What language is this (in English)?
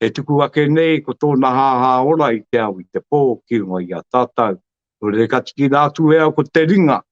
Māori